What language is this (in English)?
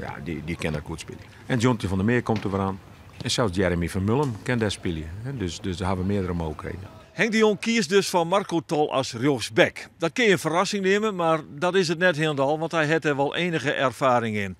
Western Frisian